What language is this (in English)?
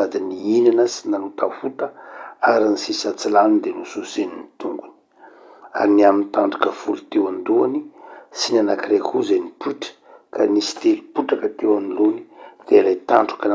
Malagasy